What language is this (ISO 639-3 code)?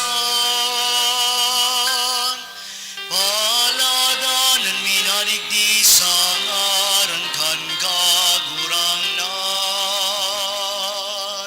bik